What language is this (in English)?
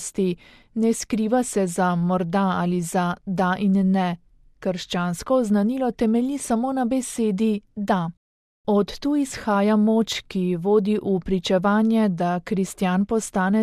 Slovenian